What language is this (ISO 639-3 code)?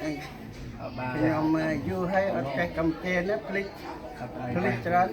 cmo